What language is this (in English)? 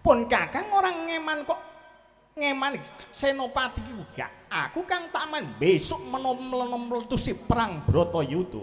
Javanese